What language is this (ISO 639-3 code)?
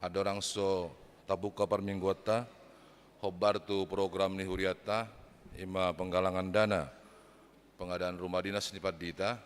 bbc